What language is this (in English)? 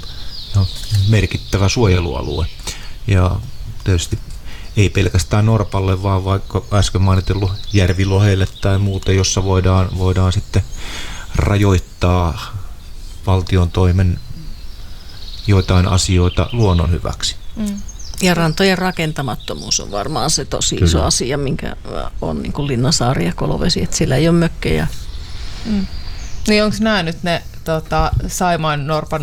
Finnish